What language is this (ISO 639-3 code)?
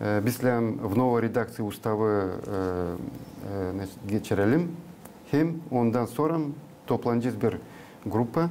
gag